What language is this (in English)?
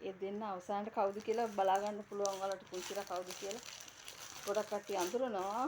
Sinhala